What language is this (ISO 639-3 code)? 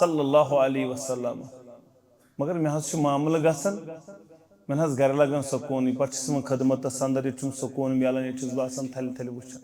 kas